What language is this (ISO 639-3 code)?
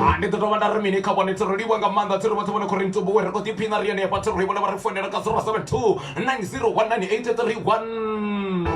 ven